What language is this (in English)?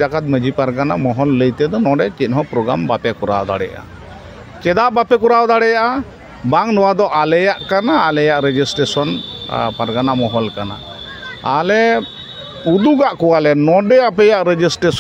Santali